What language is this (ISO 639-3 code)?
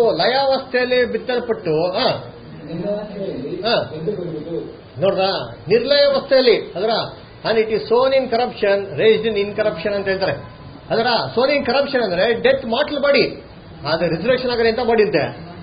kan